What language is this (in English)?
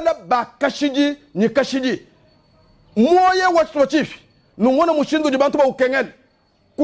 Luba-Lulua